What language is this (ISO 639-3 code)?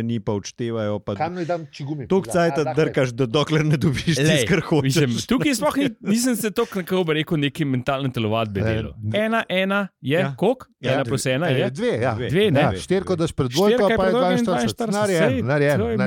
slv